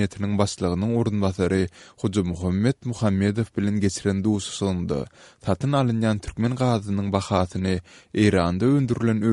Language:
Turkmen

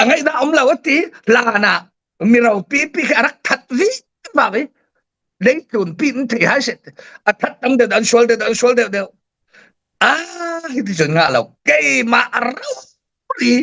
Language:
Falam Chin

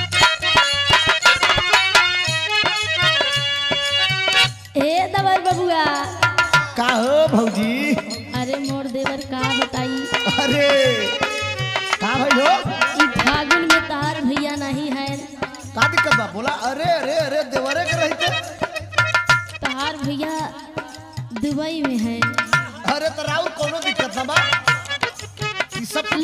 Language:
Bhojpuri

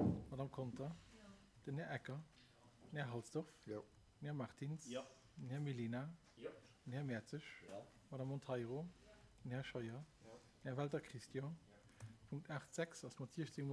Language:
Luxembourgish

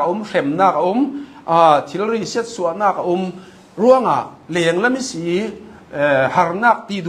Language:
Hakha Chin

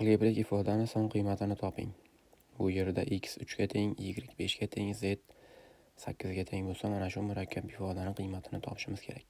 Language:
Uzbek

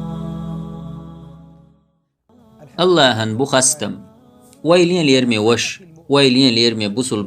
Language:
Chechen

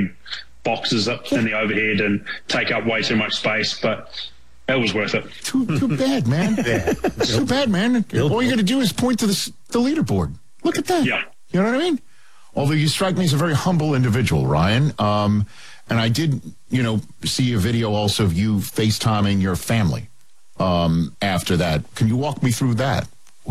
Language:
English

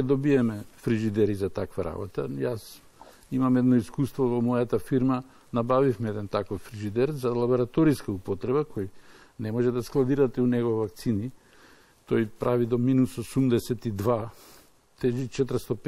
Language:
Macedonian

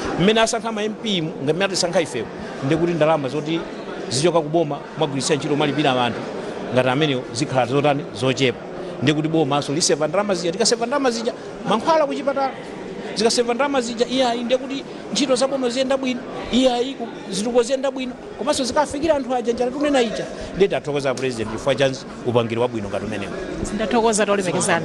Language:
Nyanja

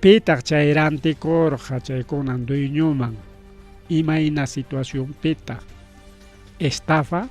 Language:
Ayacucho Quechua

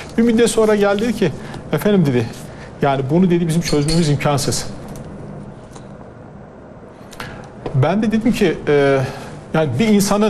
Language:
Turkish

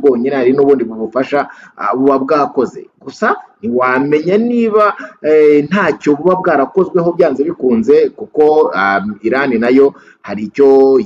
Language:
Kinyarwanda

